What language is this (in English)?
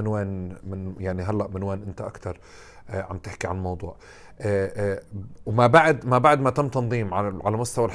North Levantine Arabic